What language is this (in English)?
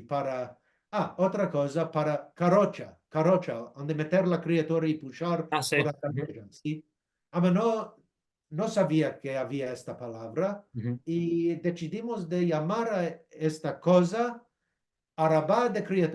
Ladino